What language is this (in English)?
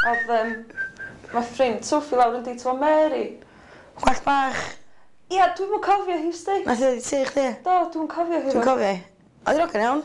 Welsh